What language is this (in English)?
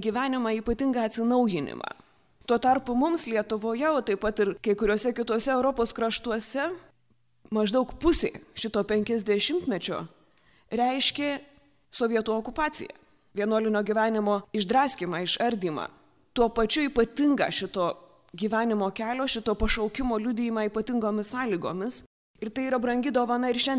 Lithuanian